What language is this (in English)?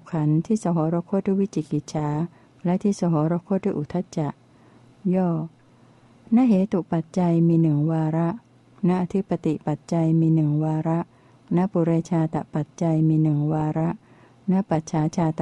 Thai